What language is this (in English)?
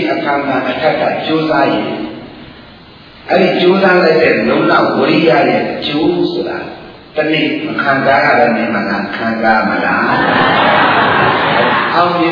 Burmese